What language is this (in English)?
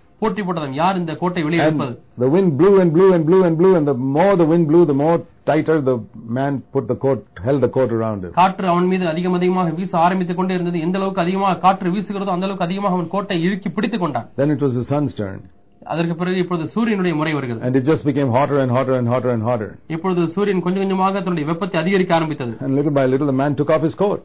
Tamil